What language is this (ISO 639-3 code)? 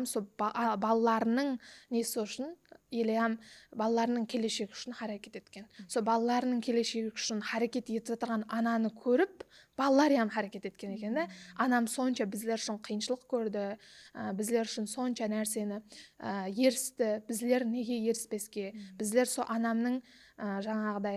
kaa